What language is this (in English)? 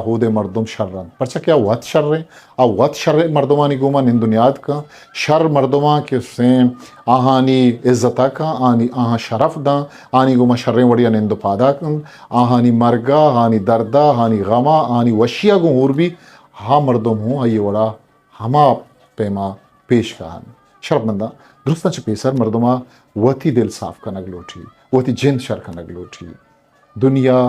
Eastern Balochi